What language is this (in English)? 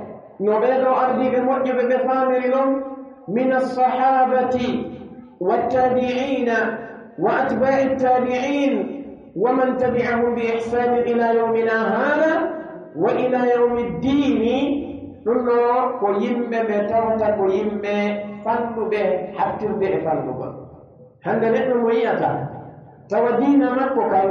Pular